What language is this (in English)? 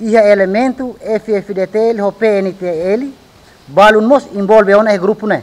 Tetum